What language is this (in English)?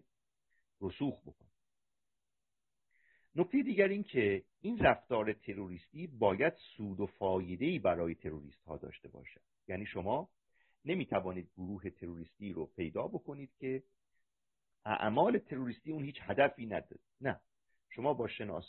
Persian